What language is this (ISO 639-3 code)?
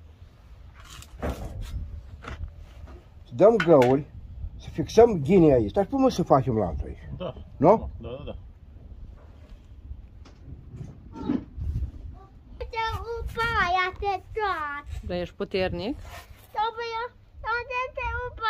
ron